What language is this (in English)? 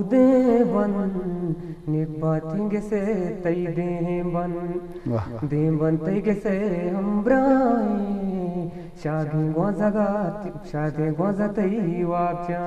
Eastern Balochi